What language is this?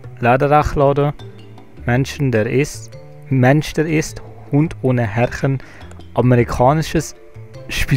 Swiss German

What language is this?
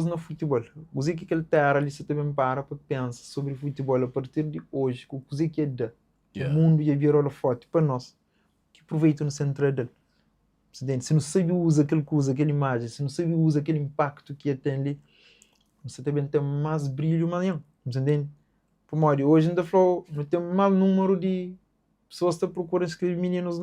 Kabuverdianu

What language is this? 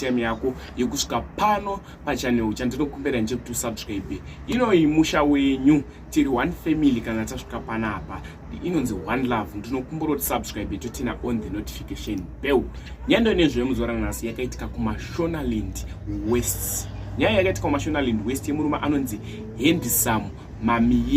Shona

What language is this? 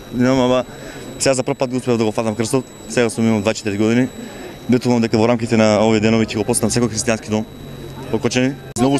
Macedonian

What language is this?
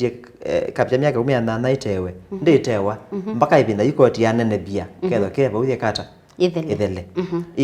Kamba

